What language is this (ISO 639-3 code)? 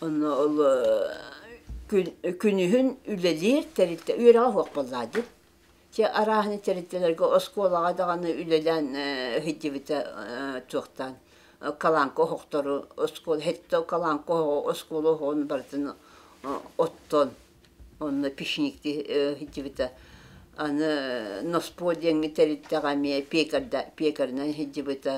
sah